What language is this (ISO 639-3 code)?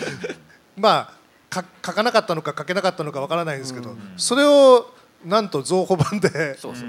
jpn